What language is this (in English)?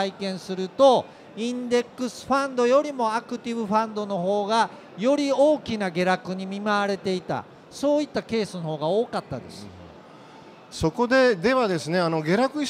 Japanese